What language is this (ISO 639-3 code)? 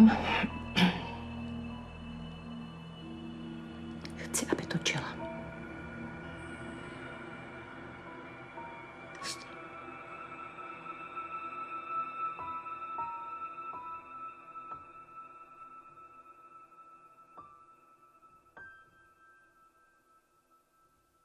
ces